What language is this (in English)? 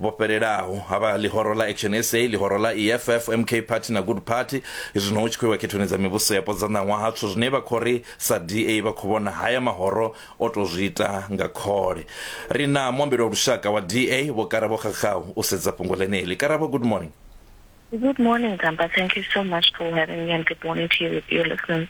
Venda